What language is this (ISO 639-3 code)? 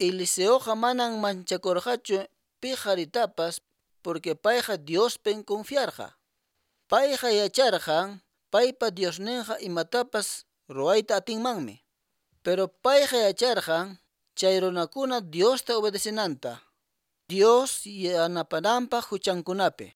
que